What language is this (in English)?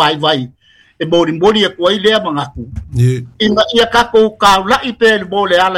Samoan